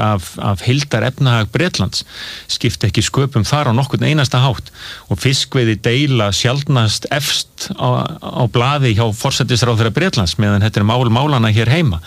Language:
Icelandic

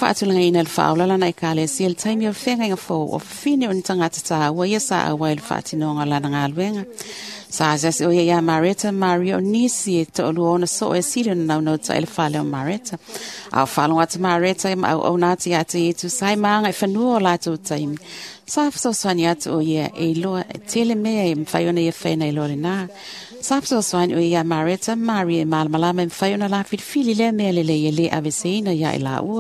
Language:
Samoan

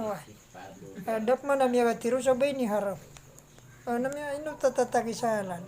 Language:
Maranao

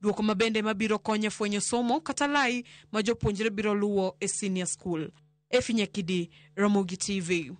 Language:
Luo (Kenya and Tanzania)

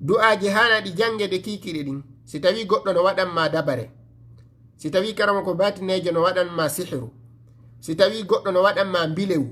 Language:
Fula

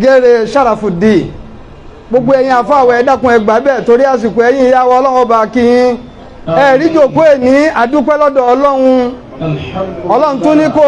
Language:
Yoruba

